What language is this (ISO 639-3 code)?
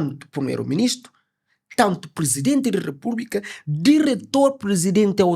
kea